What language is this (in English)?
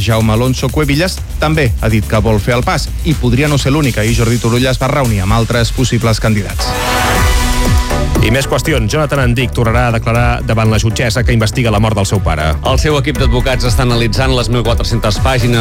Catalan